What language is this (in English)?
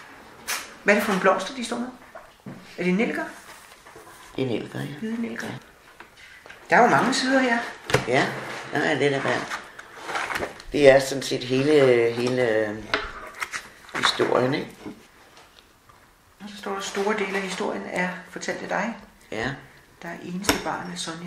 Danish